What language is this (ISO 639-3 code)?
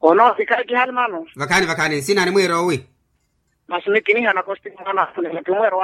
vmw